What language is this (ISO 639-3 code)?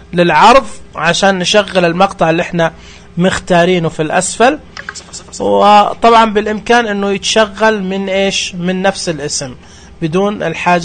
ars